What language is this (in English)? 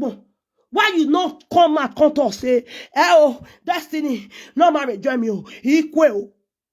Nigerian Pidgin